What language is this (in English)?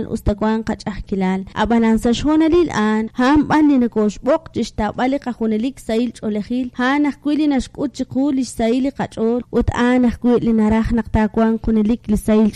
Kekchí